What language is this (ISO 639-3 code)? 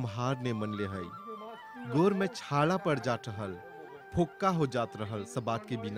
bho